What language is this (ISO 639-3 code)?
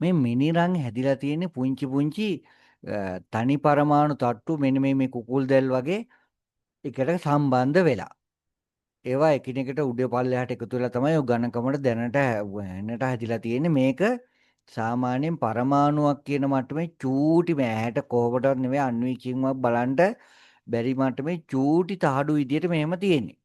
sin